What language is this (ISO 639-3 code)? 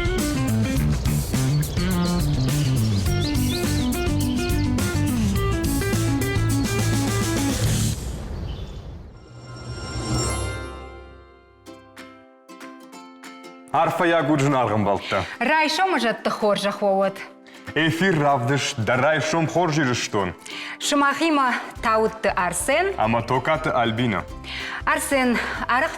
oss